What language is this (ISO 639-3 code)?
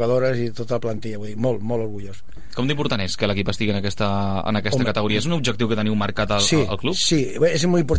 cat